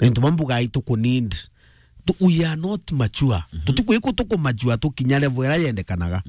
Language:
Meru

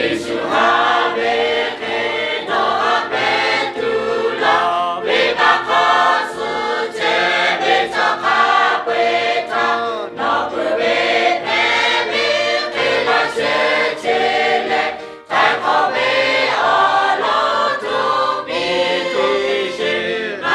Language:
Lahu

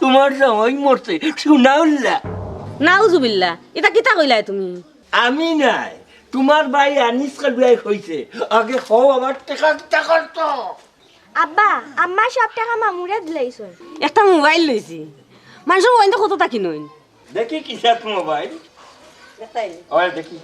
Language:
Sylheti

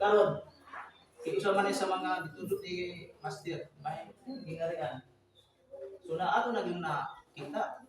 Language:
Cebuano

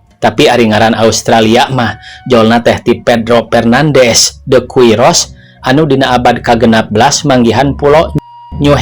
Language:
Sundanese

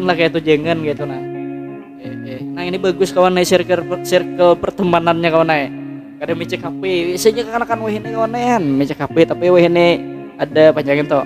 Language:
Banjar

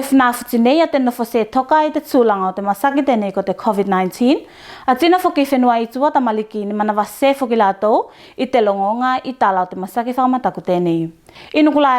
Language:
Tuvalu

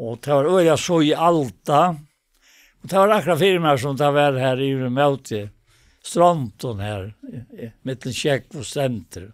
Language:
Faroese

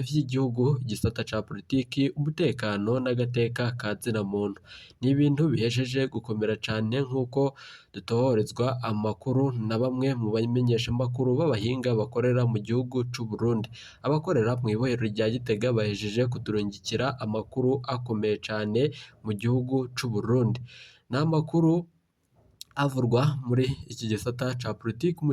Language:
Rundi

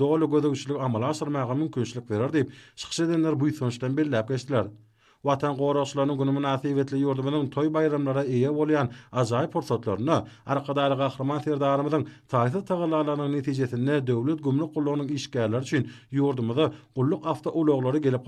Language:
Turkmen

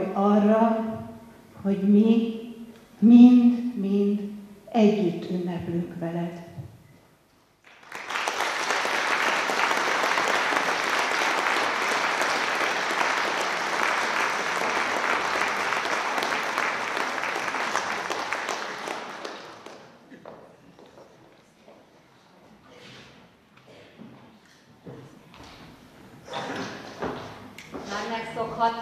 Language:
Hungarian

